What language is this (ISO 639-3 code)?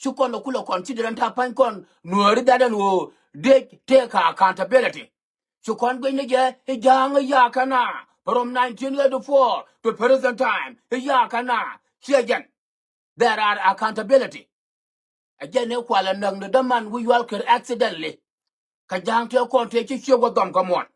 nus